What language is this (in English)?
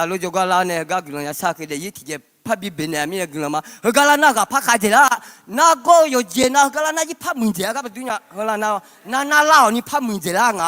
Akha